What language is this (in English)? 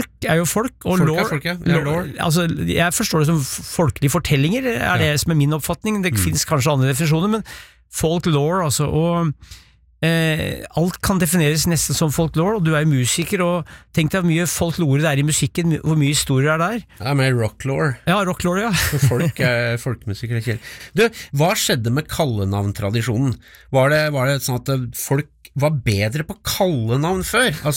Norwegian